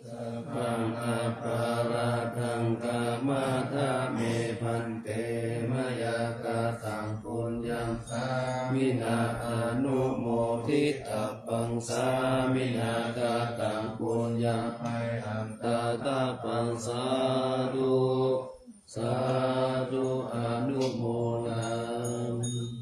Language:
Pali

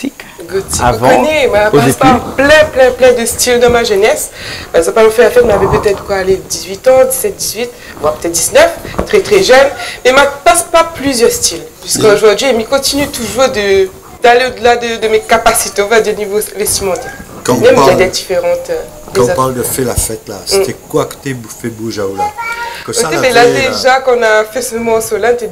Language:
Réunion Creole French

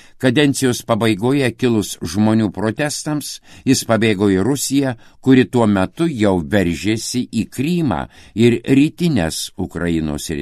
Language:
Lithuanian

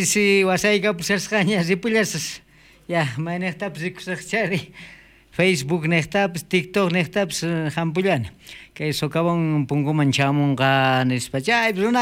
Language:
South Bolivian Quechua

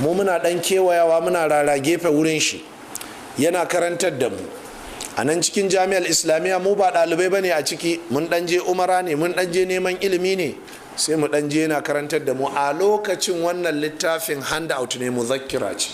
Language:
Hausa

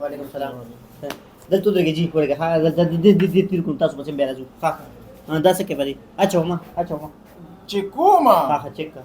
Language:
Pashto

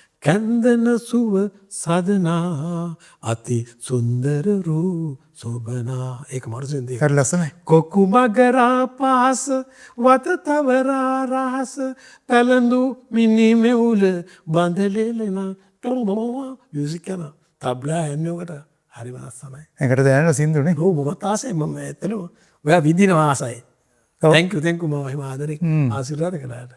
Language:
Sinhala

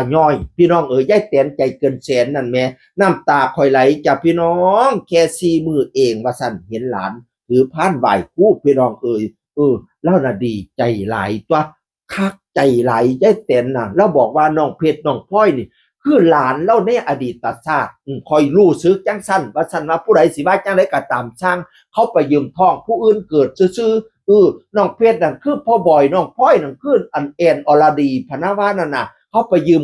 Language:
Northeastern Thai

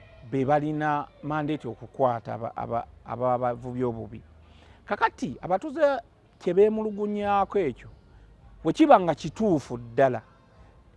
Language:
Ganda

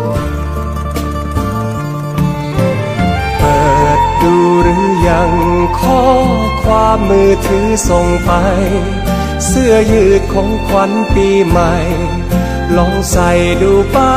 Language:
Thai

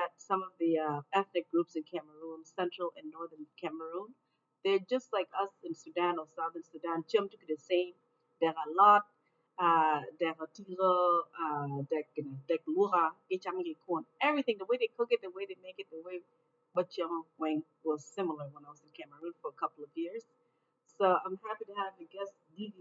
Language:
Acoli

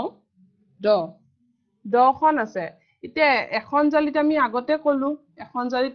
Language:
Assamese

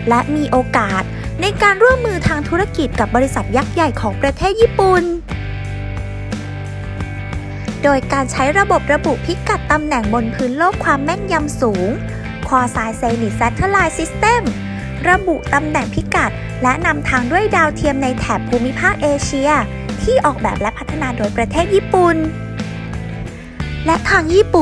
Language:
Thai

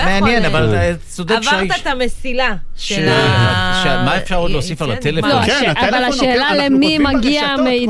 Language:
Hebrew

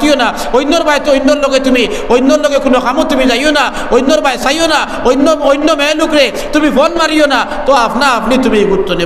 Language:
Sylheti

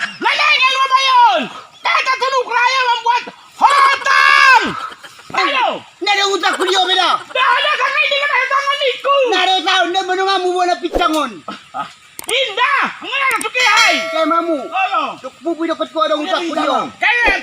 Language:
Batak Toba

